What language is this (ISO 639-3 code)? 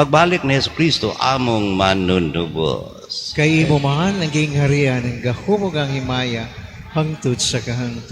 ceb